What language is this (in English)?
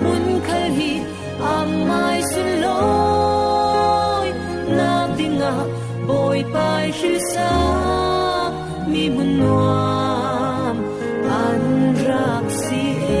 Falam Chin